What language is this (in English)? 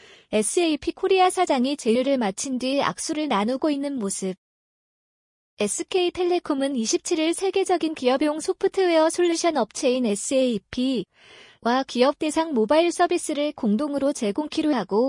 Korean